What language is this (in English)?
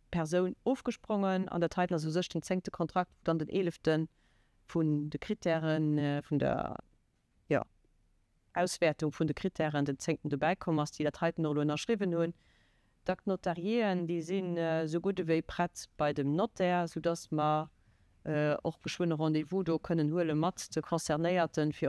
Luxembourgish